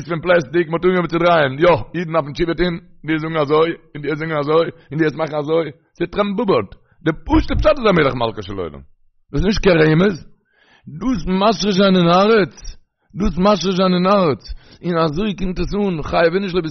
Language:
Yiddish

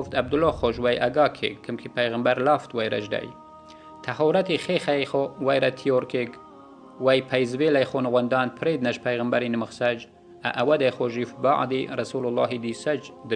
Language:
Yazgulyam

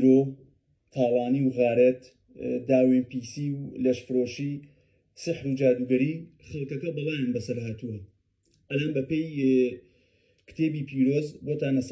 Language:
Central Kurdish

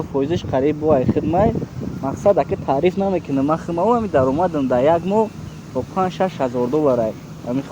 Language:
Tajik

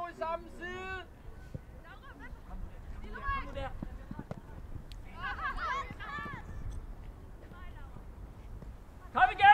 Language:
Danish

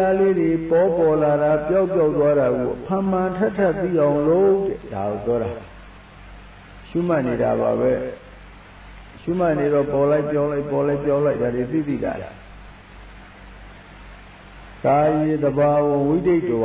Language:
Burmese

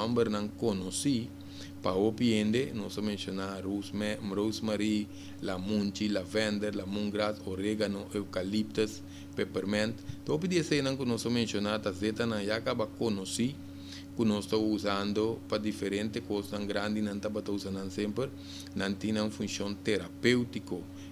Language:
Papiamento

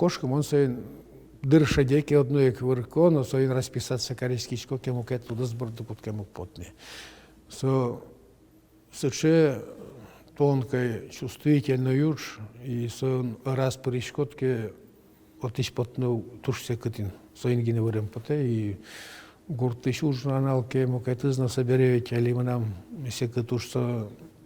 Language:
Udmurt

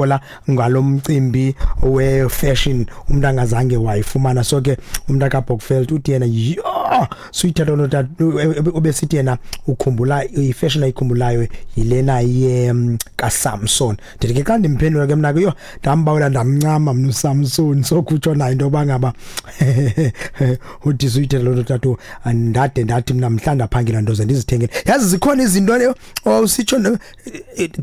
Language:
Xhosa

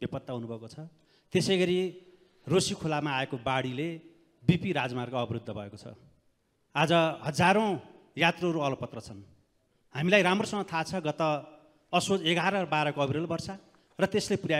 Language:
Nepali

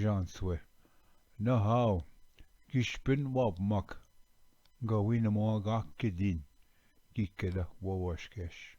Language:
Ojibwa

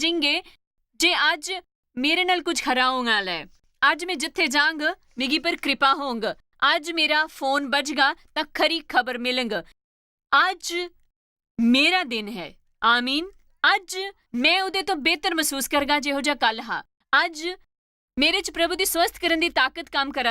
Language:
Dogri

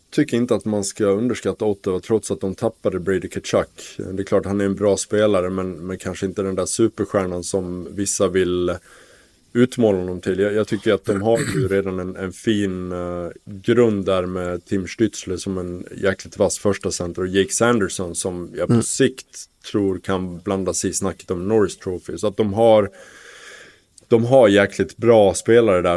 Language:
Swedish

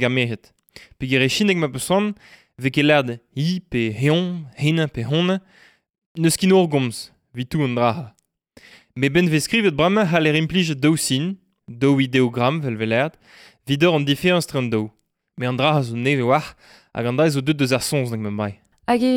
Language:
Breton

